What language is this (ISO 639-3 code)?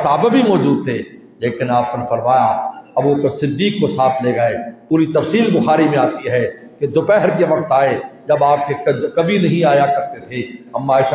urd